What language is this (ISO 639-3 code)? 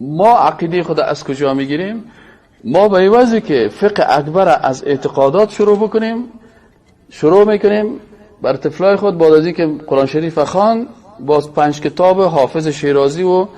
fas